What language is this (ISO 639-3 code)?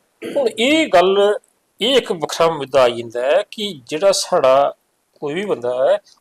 doi